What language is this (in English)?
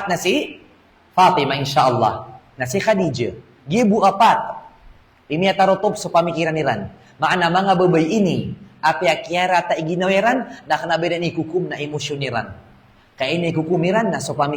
Maranao